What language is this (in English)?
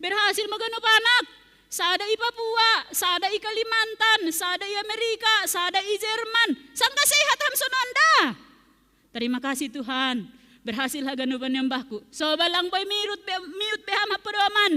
Batak Simalungun